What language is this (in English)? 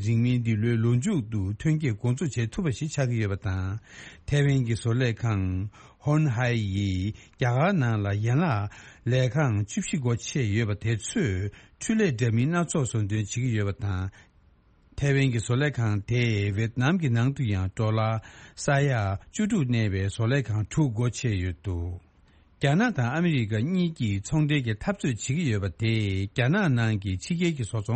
Tibetan